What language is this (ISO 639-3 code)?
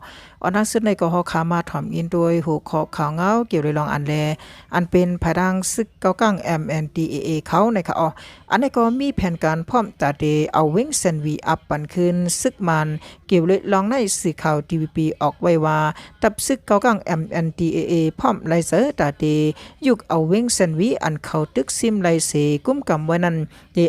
shn